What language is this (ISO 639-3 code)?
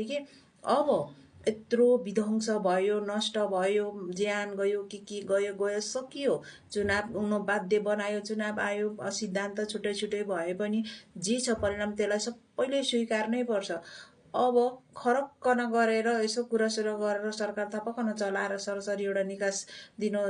nep